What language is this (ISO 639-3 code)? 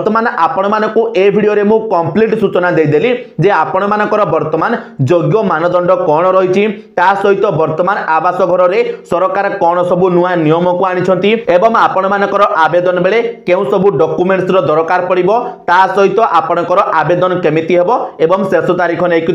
ori